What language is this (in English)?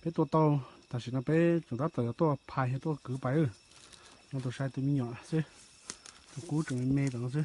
Hmong